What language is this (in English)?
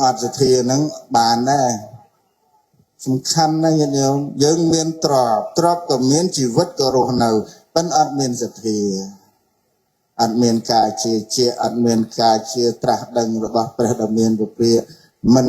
Khmer